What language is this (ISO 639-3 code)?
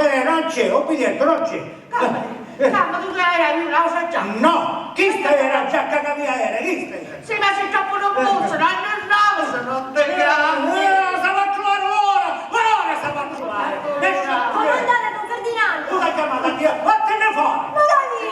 scn